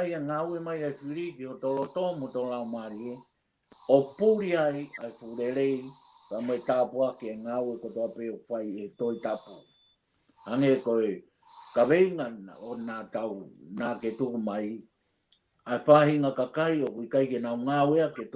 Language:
Tongan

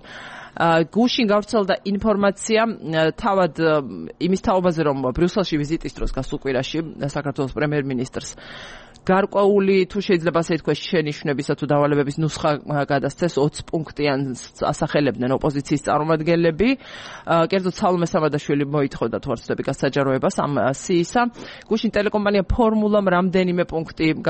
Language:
Georgian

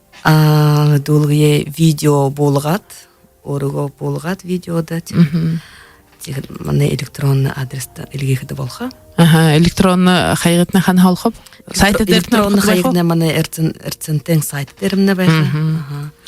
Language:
Buriat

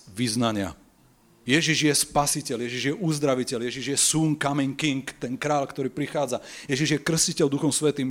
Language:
Slovak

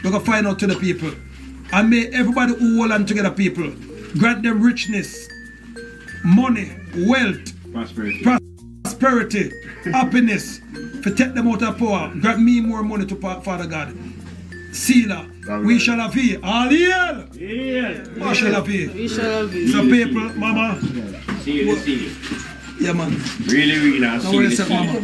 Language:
Jamaican Creole English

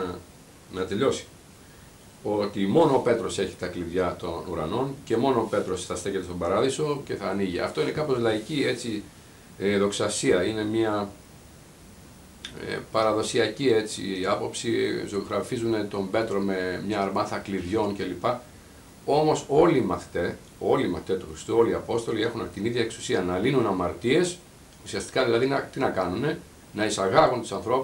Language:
Greek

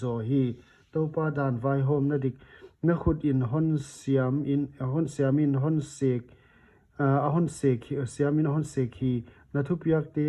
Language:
Paite Chin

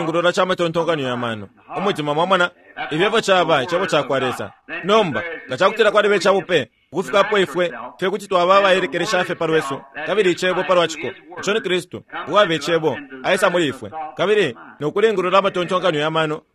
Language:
Bemba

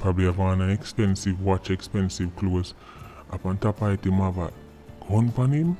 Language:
Jamaican Creole English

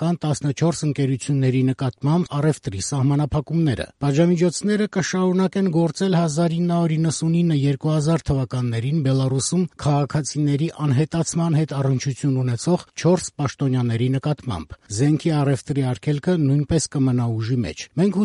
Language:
Armenian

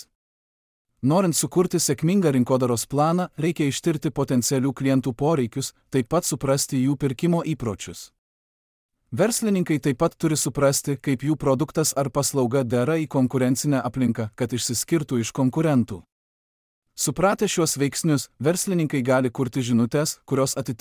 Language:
Lithuanian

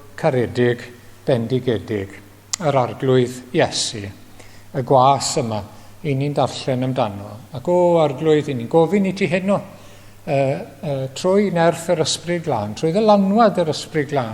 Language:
Welsh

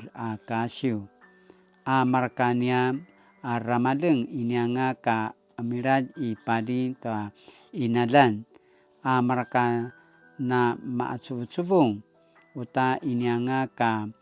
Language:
Paiwan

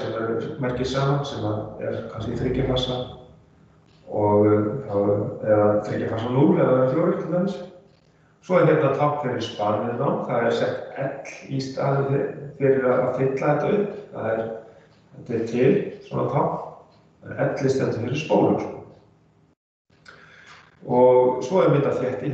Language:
Icelandic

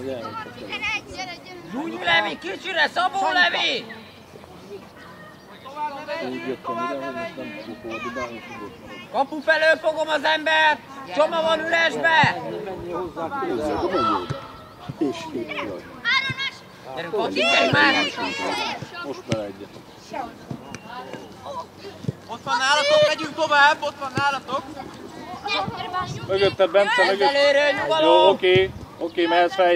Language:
Hungarian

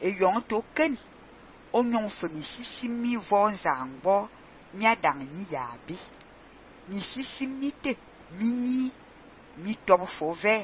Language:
Fang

